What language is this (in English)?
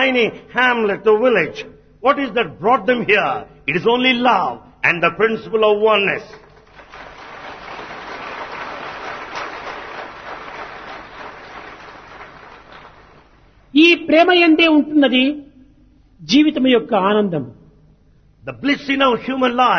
Telugu